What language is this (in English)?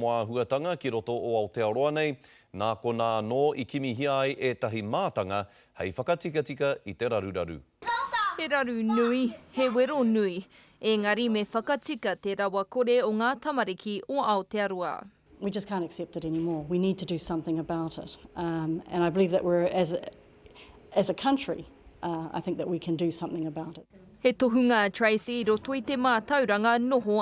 Māori